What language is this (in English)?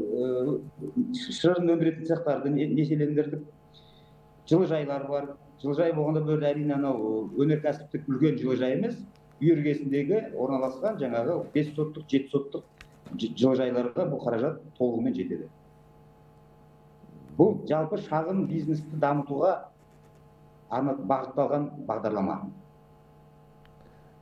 Kazakh